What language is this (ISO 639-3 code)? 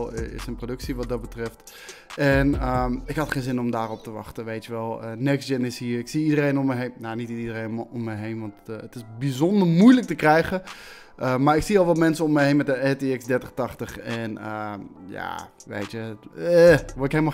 nld